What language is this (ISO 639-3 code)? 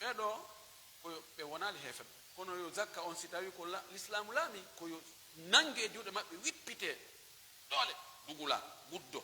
fuf